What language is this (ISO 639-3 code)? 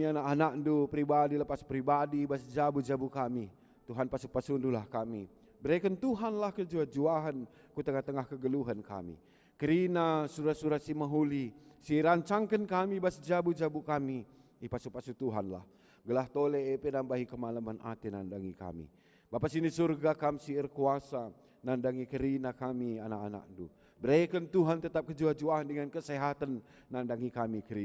btx